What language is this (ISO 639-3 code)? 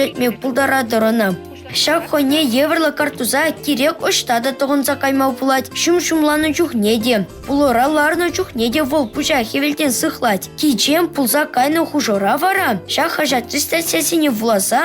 chv